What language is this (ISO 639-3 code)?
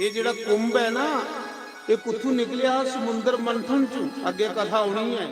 doi